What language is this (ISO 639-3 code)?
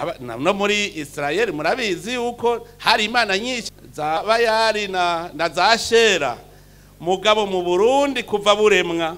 run